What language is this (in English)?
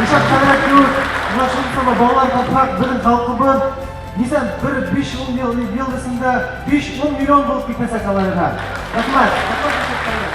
Bashkir